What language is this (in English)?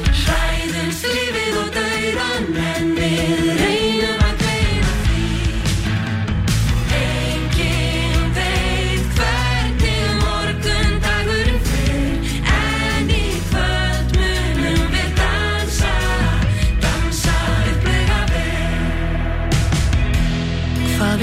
Icelandic